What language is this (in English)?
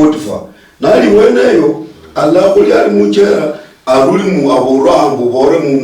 Luyia